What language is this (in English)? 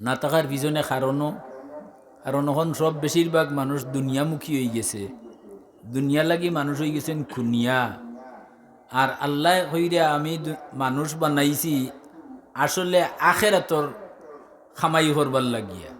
Sylheti